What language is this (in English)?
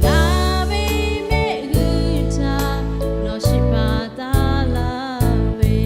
Lahu